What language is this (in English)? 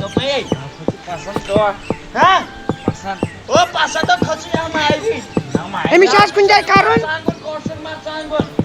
Kashmiri